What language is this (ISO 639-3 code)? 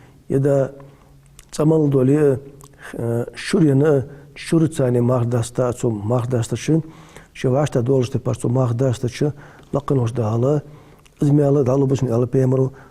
inh